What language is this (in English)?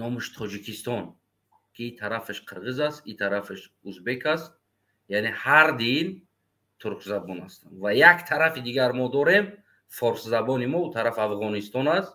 Tajik